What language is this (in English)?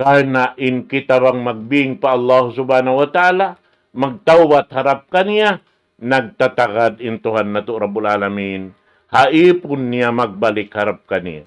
Tausug